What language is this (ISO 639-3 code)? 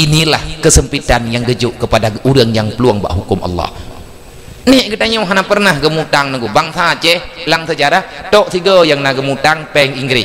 ace